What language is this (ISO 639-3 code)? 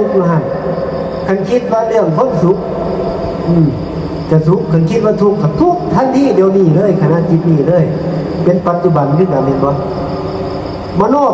tts